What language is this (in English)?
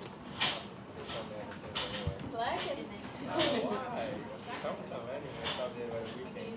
Hakha Chin